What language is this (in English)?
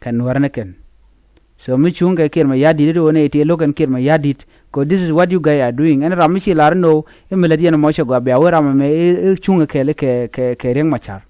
Nuer